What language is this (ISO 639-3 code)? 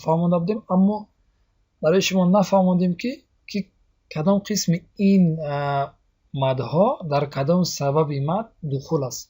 tgk